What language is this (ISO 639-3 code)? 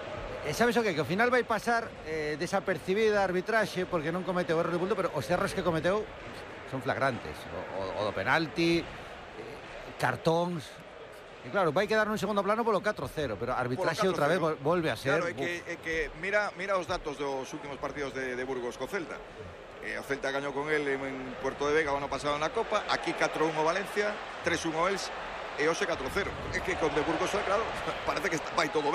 glg